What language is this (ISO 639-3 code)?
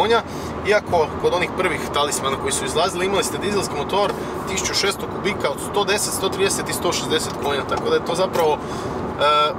hrv